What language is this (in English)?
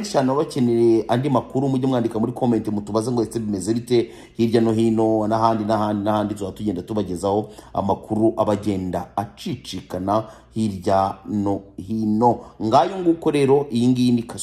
Kinyarwanda